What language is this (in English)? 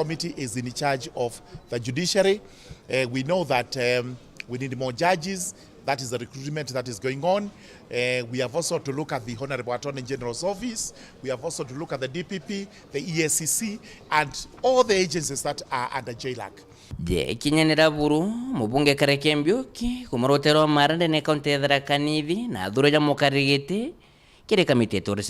Meru